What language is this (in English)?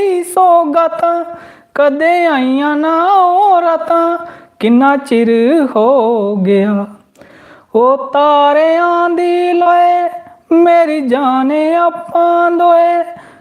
Dogri